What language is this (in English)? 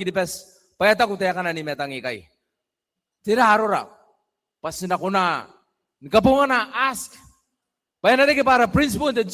Gilbertese